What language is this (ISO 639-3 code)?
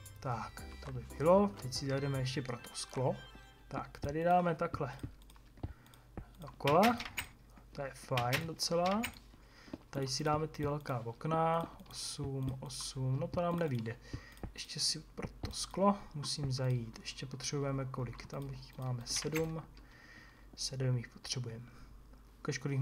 ces